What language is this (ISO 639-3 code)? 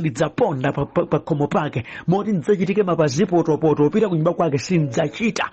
nya